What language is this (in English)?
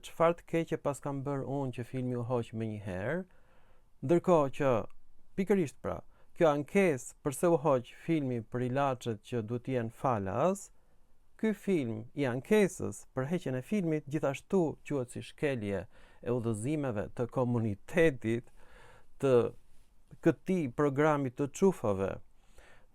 Albanian